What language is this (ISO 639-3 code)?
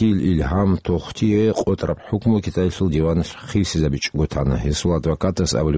ava